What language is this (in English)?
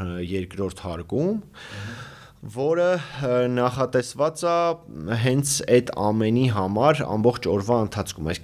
Armenian